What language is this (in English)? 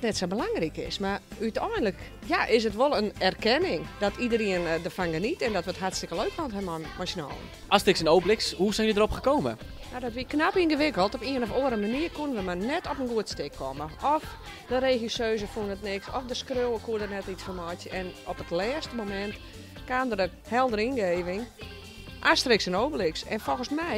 Western Frisian